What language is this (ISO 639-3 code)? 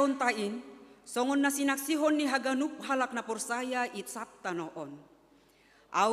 bts